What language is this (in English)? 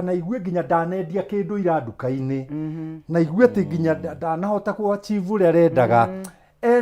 Kikuyu